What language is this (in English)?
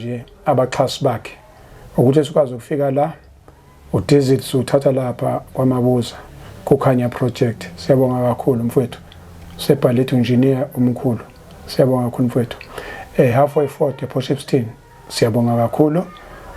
Zulu